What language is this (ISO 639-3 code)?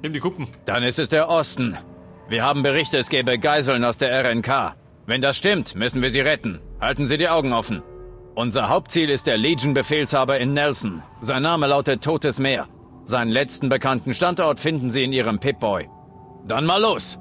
bar